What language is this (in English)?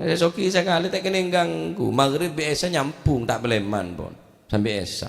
Madurese